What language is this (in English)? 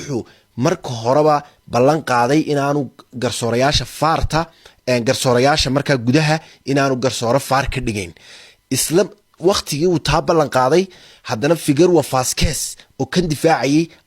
Somali